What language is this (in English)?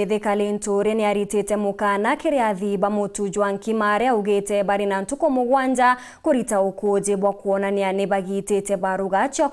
Meru